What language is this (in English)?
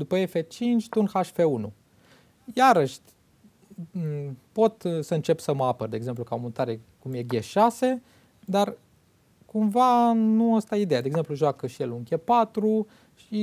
Romanian